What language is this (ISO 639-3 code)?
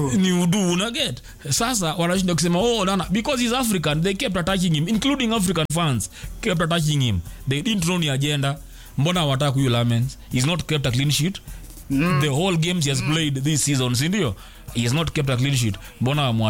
swa